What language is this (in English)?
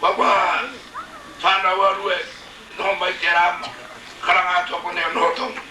Māori